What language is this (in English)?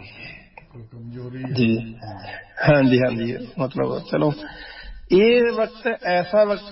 Punjabi